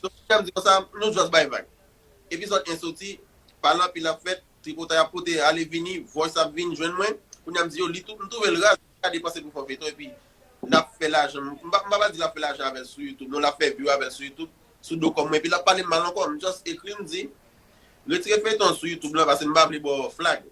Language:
Haitian Creole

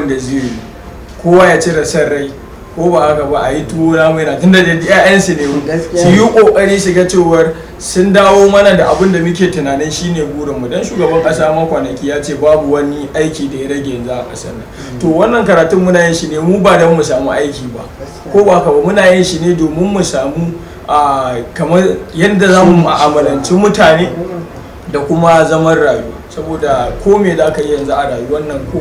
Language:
Hausa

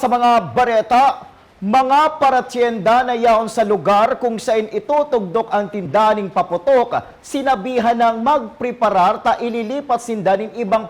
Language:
Bikol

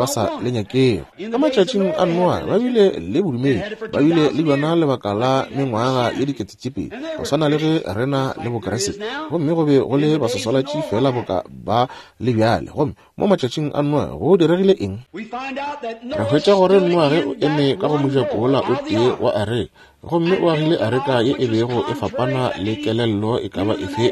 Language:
Northern Sotho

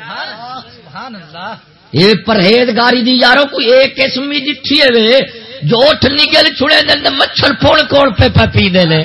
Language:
Saraiki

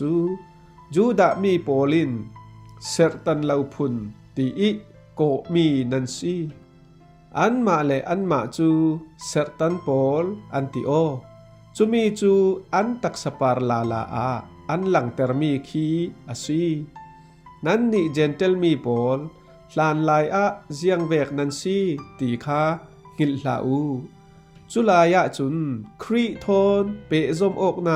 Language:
Falam Chin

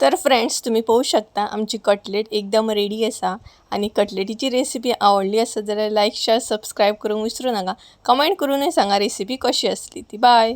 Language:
Konkani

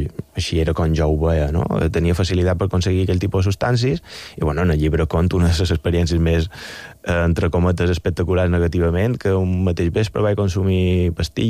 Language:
Catalan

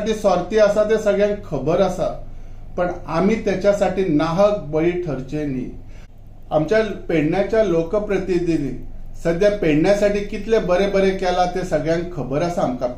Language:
Konkani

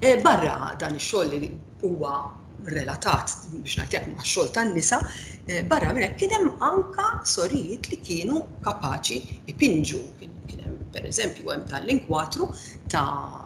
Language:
Maltese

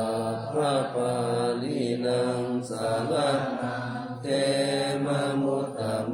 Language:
Pali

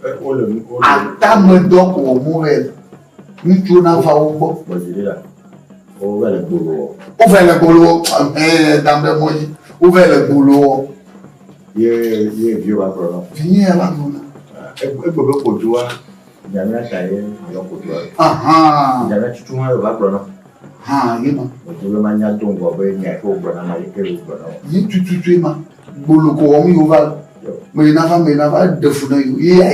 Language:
Ewe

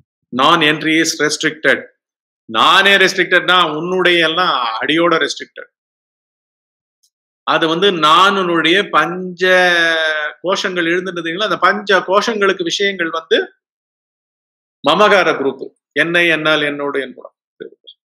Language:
Tamil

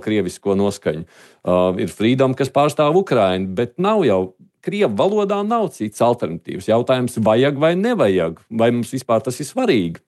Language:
Latvian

